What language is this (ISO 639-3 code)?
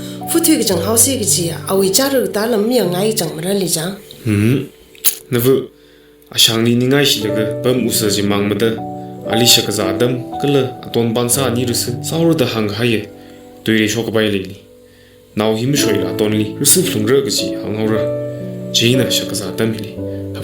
nmf